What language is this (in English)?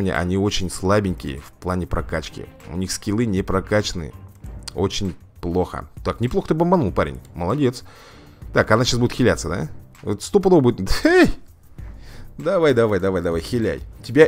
Russian